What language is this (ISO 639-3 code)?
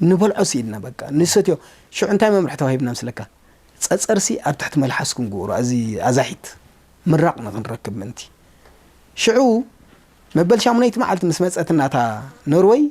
tir